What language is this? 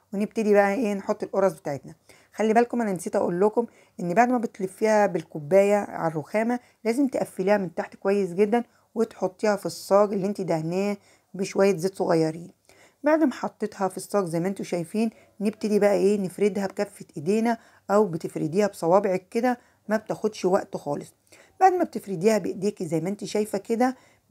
Egyptian Arabic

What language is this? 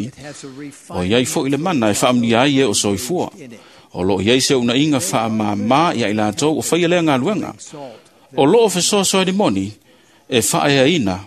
Samoan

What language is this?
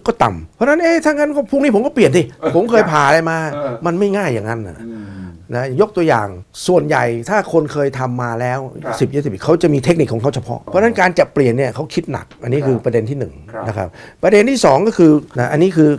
Thai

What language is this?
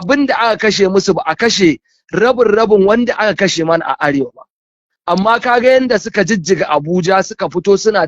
Hausa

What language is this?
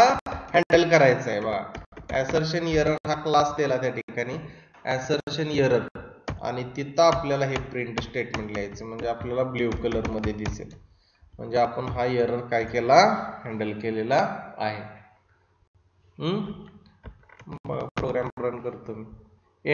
Marathi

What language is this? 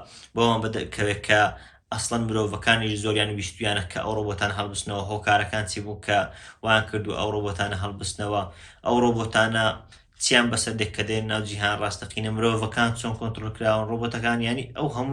Central Kurdish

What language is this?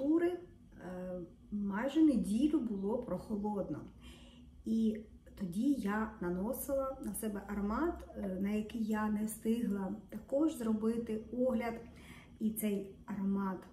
Ukrainian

